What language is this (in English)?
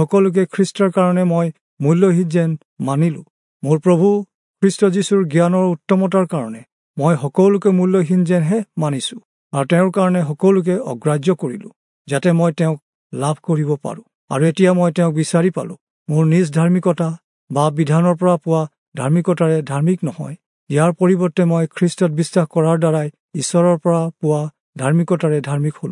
Assamese